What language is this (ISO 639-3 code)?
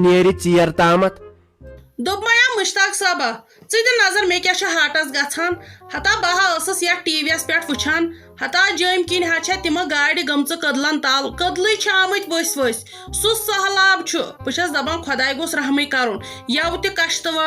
kas